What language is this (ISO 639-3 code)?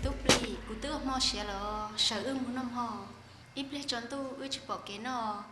hmn